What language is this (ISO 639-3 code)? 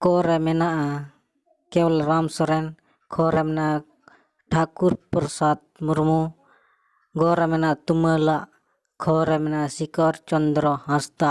sat